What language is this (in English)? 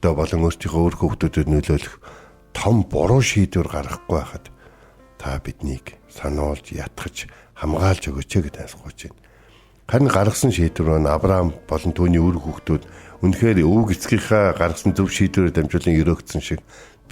Mongolian